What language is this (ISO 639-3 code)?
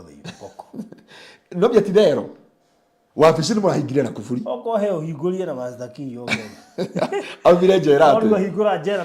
kik